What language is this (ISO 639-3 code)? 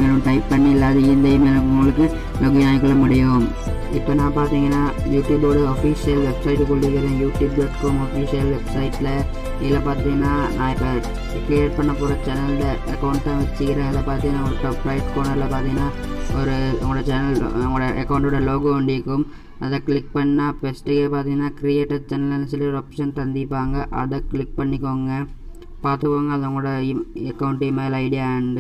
tam